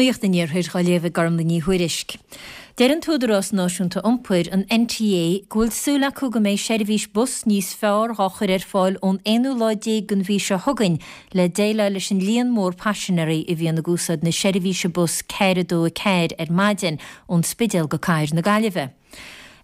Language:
Irish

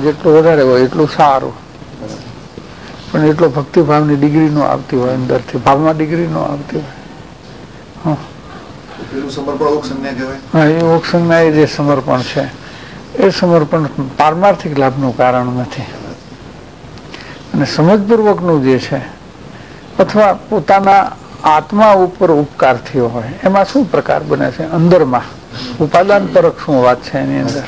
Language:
Gujarati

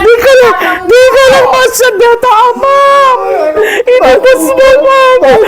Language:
Iloko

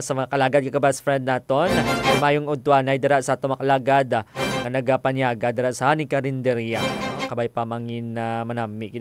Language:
Hiligaynon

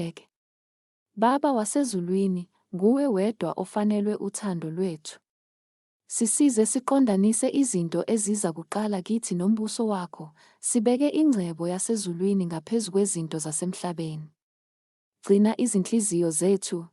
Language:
Zulu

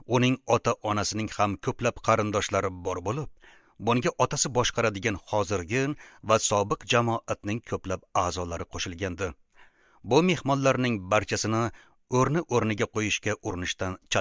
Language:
Uzbek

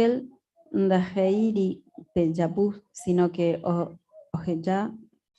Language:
Guarani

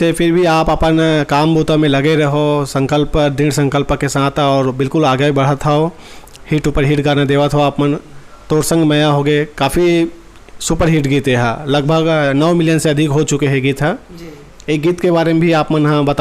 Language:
Chhattisgarhi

